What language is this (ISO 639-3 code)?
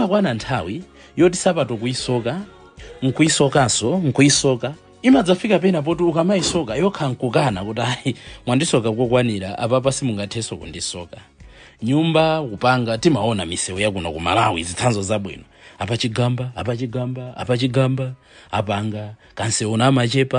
nya